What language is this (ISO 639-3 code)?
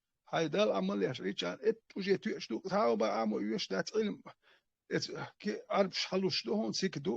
che